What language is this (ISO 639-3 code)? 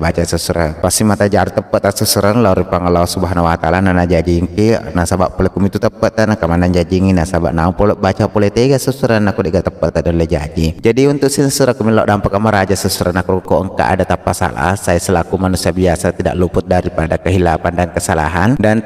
bug